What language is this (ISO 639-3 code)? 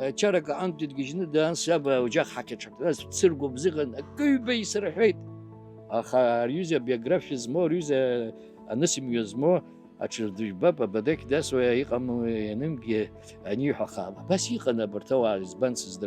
abk